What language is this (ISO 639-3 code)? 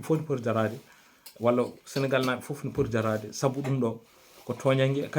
ful